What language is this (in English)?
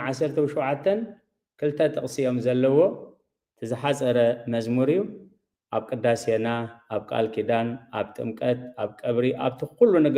Tigrinya